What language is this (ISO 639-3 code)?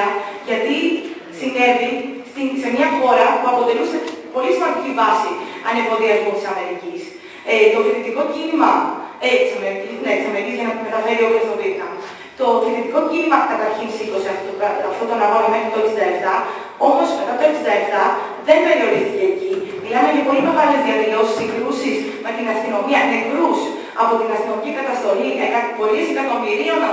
ell